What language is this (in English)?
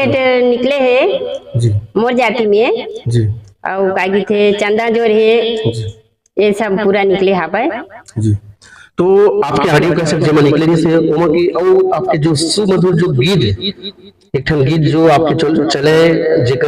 Chhattisgarhi